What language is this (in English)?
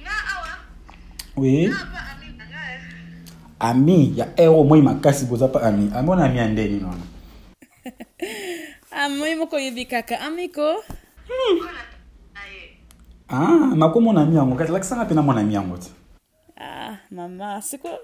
Lingala